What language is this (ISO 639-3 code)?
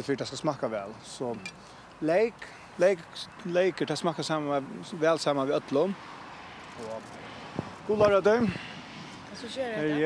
fao